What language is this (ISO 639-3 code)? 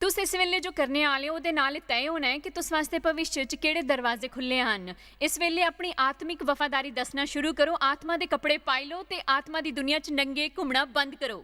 doi